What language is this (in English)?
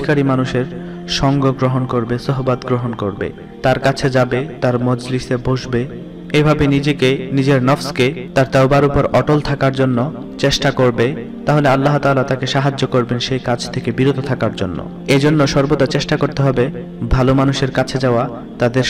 Bangla